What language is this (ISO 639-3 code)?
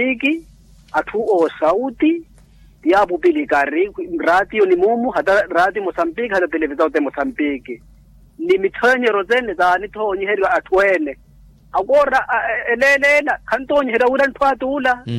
vmw